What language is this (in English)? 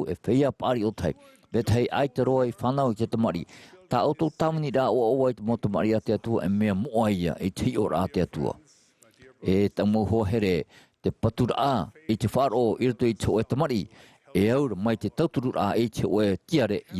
Tahitian